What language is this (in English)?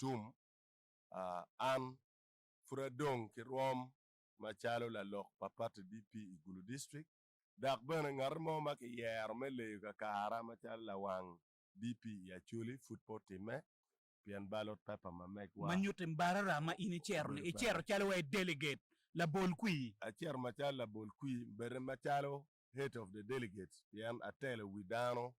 Acoli